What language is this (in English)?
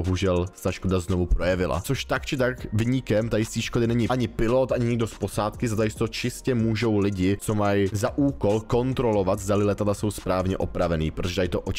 Czech